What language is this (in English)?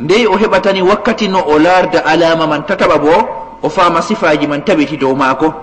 Fula